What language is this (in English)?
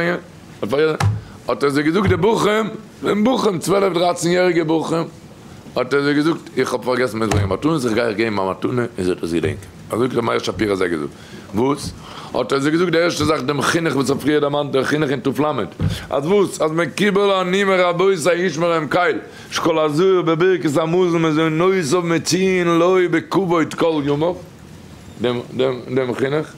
Yiddish